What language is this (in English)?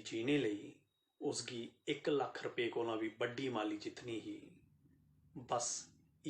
Dogri